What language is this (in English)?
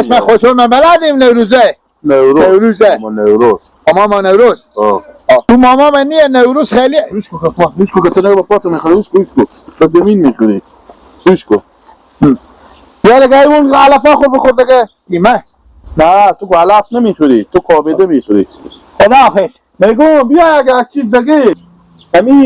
Hazaragi